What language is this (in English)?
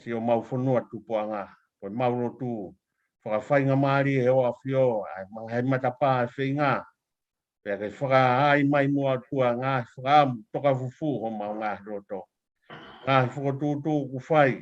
Tongan